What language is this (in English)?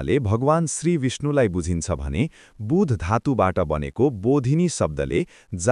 Nepali